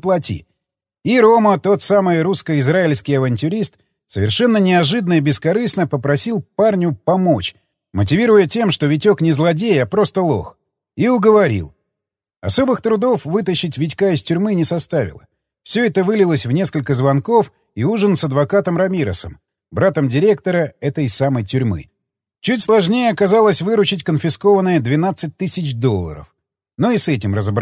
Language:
Russian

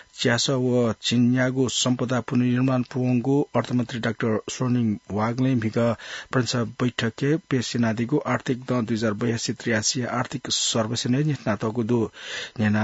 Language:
Newari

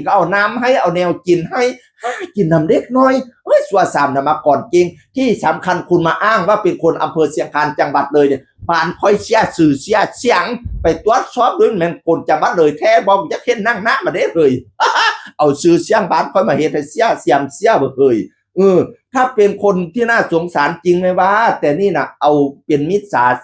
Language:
Northeastern Thai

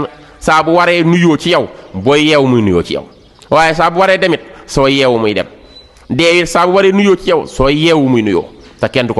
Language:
Wolof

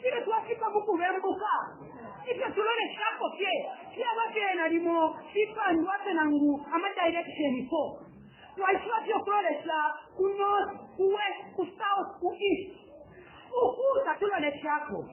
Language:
Bemba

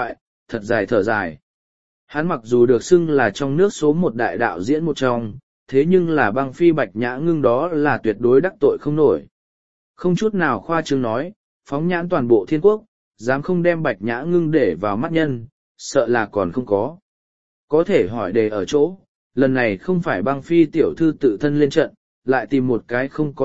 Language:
Vietnamese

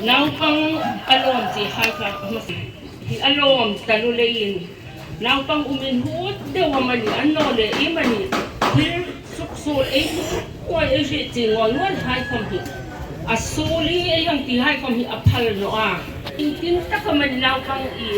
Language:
Hmar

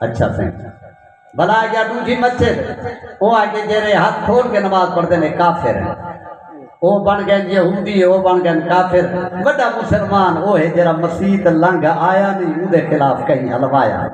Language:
Saraiki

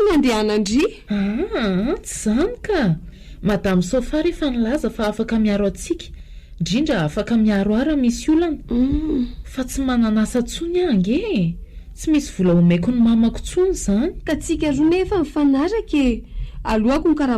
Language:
Malagasy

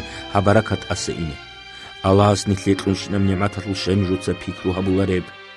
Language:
Avaric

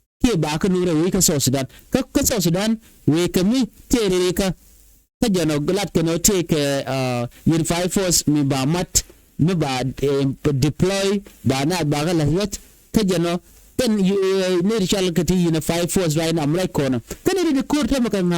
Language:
Nuer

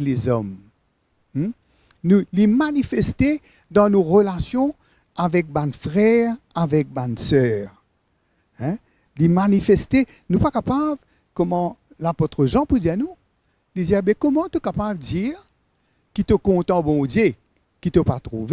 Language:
Morisyen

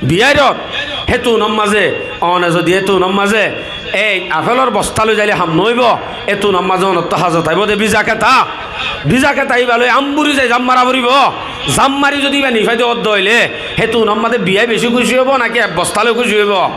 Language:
Rohingya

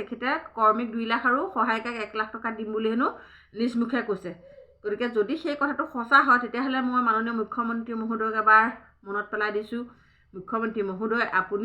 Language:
Assamese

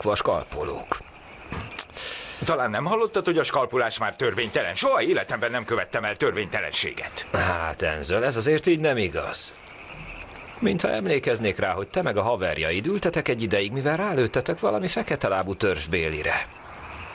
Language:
Hungarian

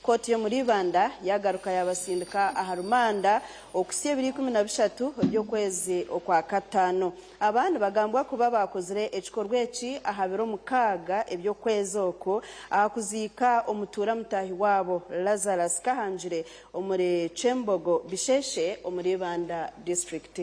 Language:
Nyankole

